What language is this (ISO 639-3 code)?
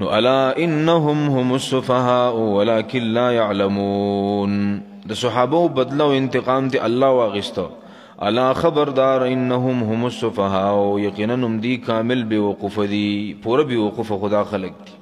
pus